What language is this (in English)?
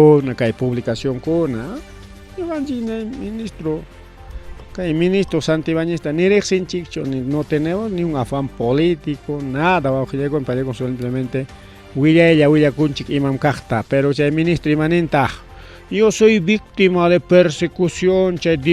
Ayacucho Quechua